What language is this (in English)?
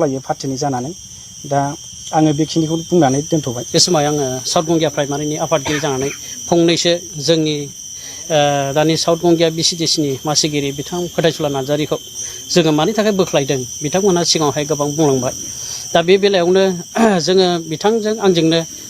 Bodo